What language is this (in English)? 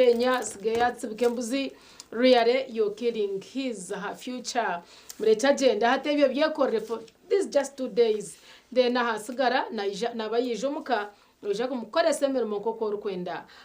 Nyankole